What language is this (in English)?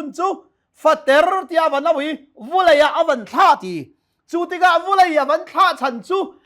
Hakha Chin